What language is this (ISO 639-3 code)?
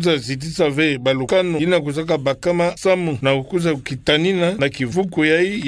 ktu